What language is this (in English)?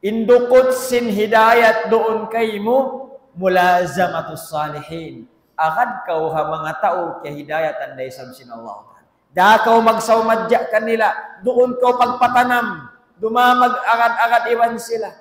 Tausug